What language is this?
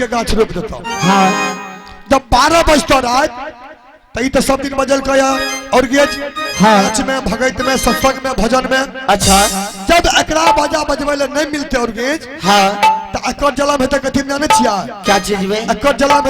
Maithili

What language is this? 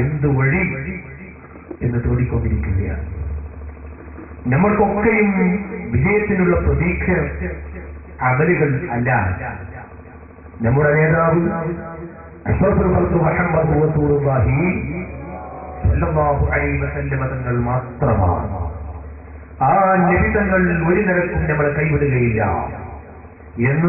Malayalam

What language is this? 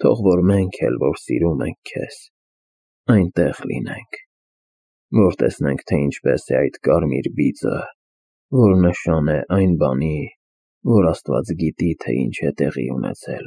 Armenian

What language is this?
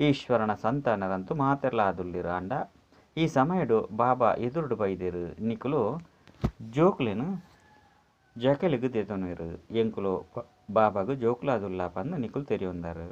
Tulu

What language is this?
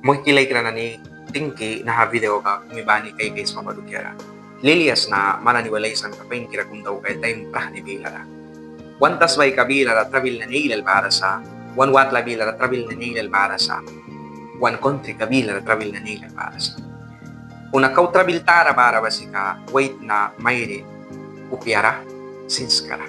Mískito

